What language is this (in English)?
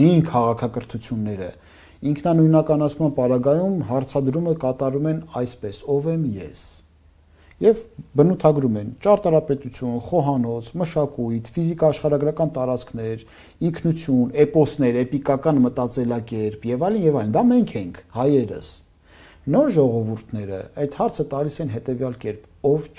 Armenian